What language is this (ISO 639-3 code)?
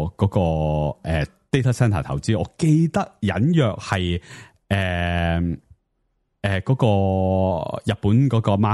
yue